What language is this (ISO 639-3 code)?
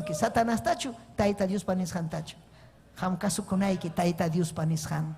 quy